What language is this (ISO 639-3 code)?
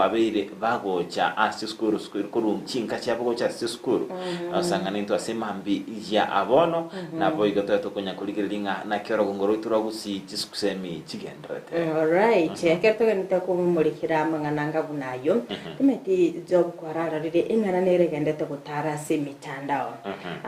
guz